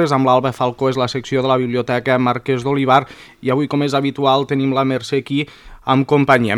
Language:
Catalan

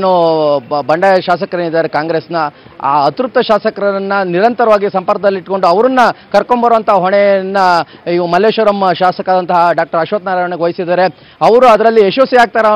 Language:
Kannada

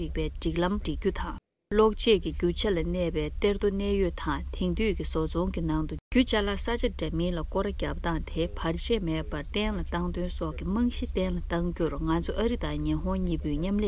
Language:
Tibetan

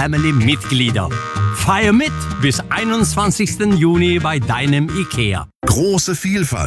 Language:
German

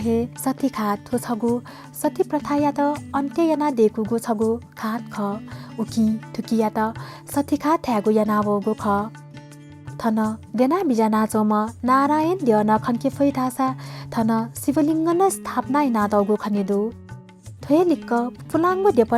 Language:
Newari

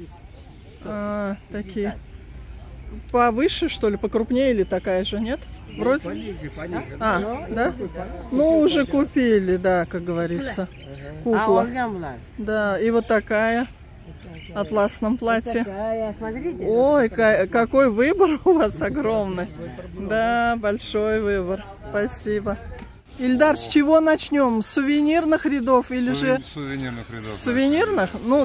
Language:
Russian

